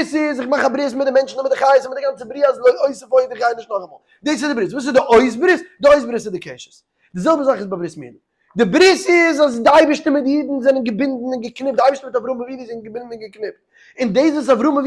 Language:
Yiddish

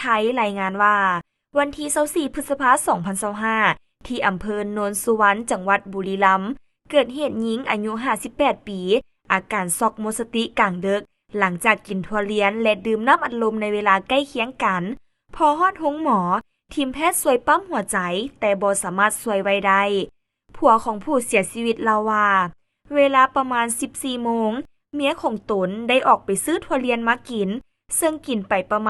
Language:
Lao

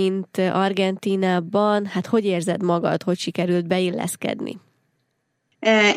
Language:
Hungarian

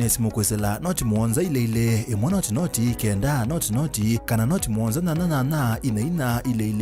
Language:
Kamba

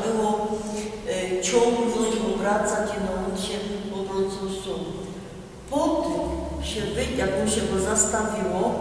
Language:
Silesian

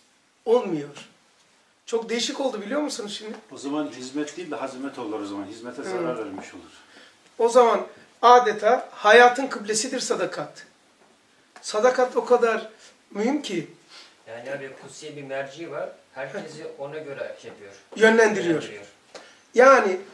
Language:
Turkish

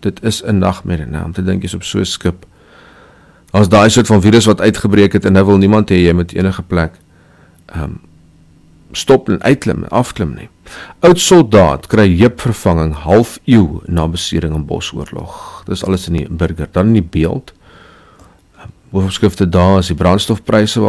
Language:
Afrikaans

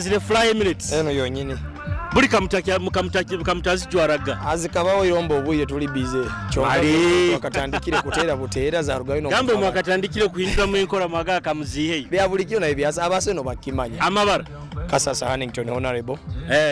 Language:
Nyoro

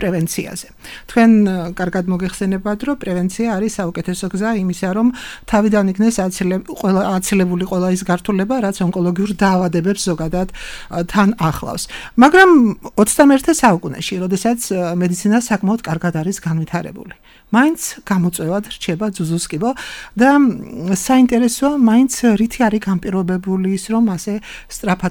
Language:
Georgian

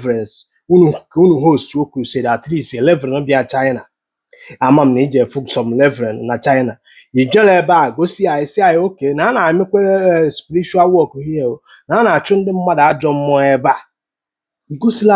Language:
Igbo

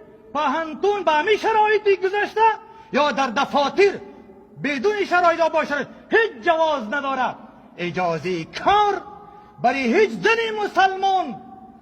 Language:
Tajik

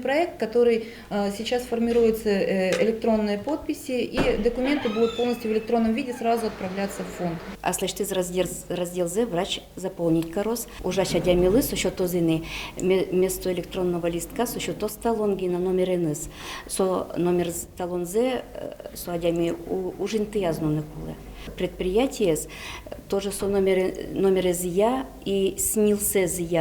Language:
Udmurt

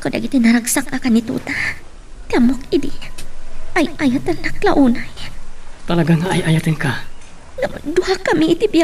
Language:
Iloko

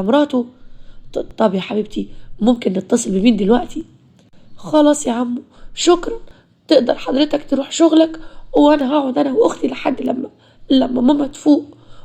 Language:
Egyptian Arabic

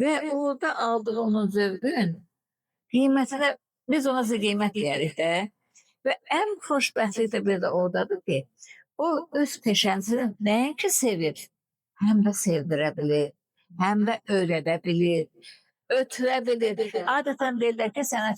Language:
Azerbaijani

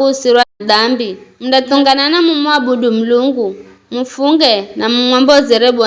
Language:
Giryama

